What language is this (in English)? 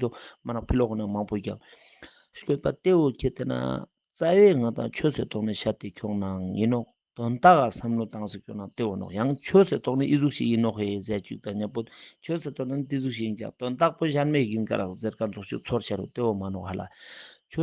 Ladakhi